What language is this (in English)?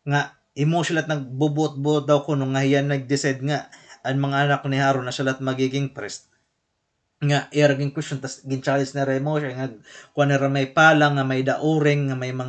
Waray